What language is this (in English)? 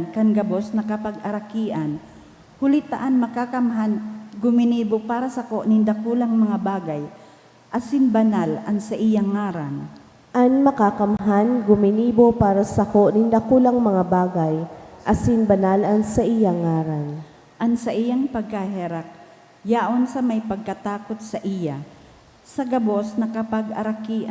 Bikol